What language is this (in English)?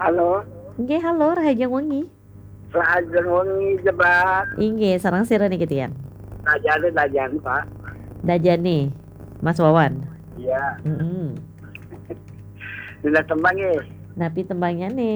Balinese